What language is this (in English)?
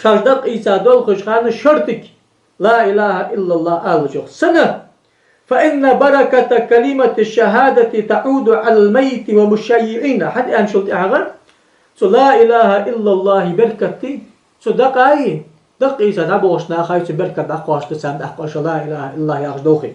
Ingush